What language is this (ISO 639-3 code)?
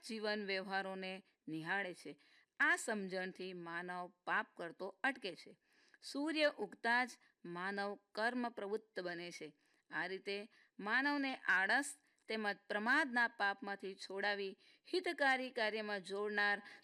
guj